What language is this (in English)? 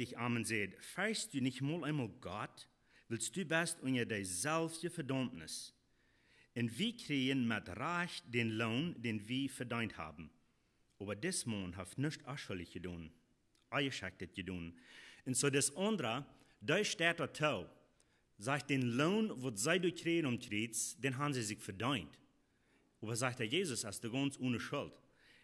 Plautdietsch